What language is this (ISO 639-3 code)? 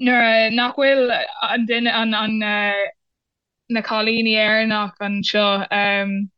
gle